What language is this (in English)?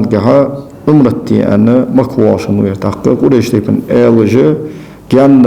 Ingush